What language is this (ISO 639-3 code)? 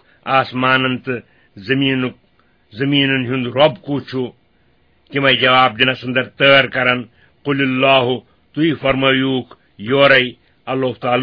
kas